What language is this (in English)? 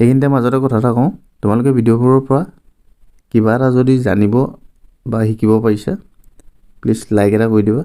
Assamese